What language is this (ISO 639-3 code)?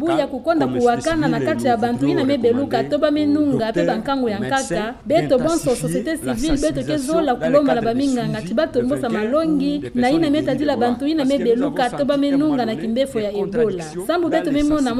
ktu